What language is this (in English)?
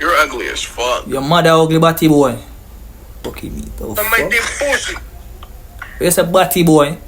Jamaican Creole English